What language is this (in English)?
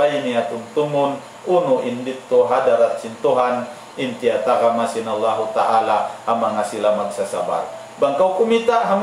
Tausug